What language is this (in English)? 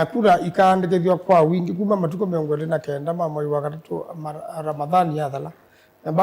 Kamba